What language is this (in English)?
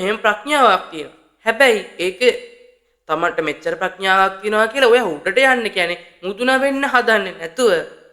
Sinhala